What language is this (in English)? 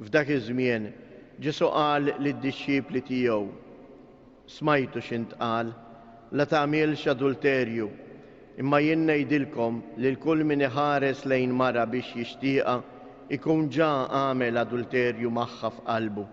Maltese